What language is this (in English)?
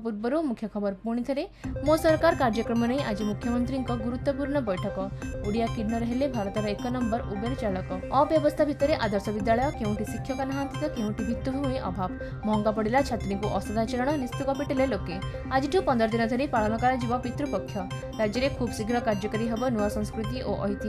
Odia